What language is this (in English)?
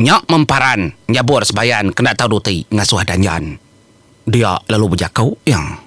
Iban